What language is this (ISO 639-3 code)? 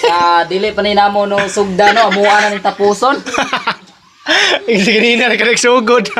ceb